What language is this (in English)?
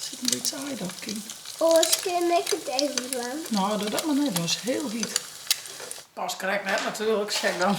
Western Frisian